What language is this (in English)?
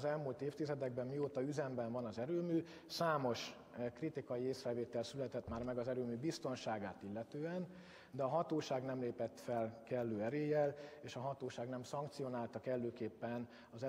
Hungarian